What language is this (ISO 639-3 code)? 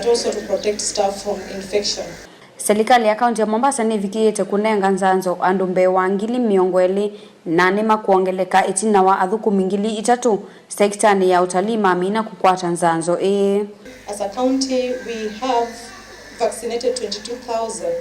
kam